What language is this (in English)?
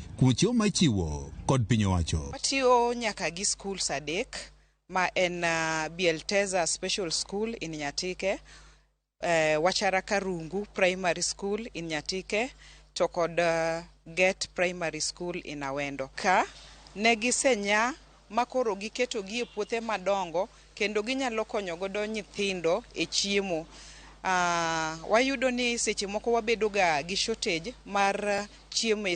Luo (Kenya and Tanzania)